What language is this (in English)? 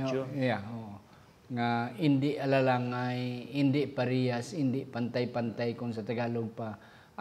Hiligaynon